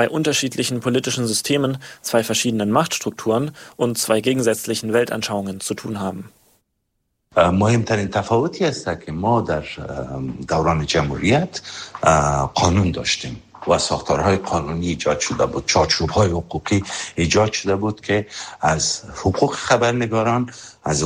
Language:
Persian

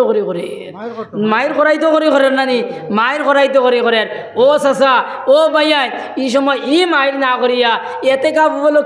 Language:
Sylheti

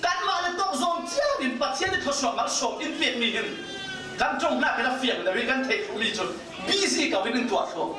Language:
Falam Chin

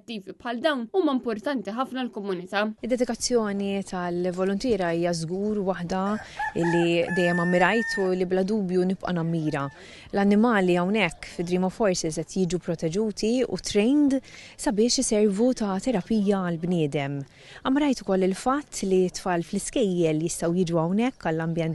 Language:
Maltese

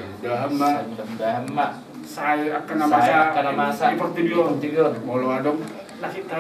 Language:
Batak Toba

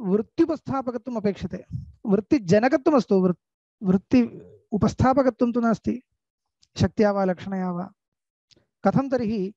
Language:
Sanskrit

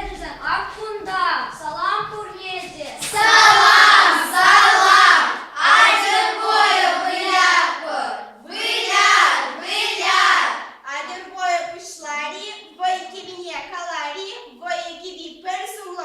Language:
Chuvash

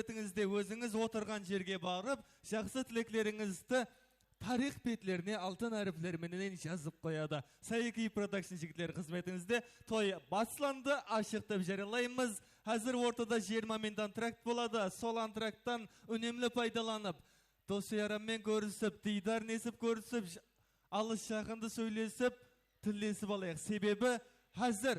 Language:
Kara-Kalpak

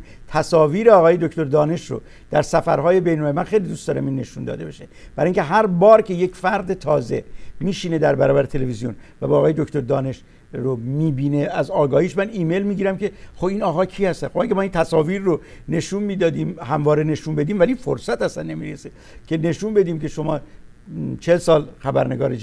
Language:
Persian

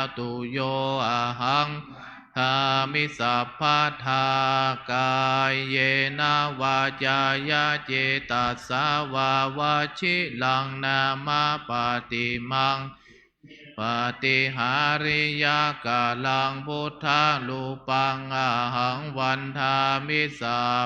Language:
Pali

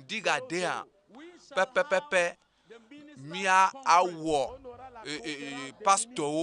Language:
Ewe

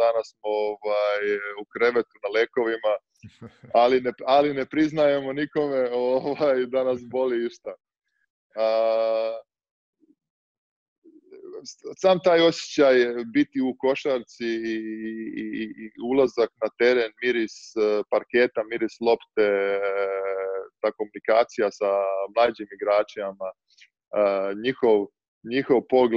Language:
Serbian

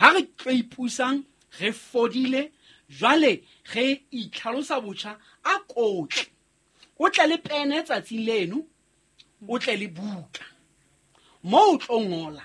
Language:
Southern Sotho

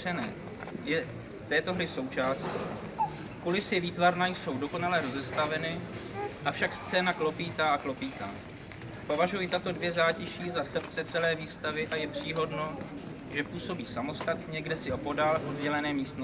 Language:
Czech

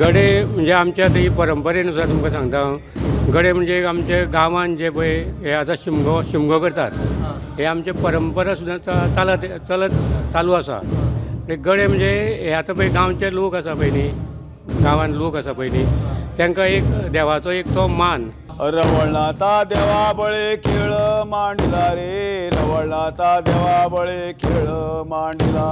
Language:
Konkani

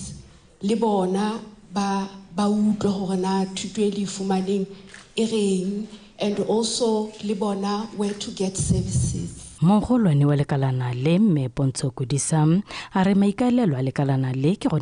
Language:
Tswana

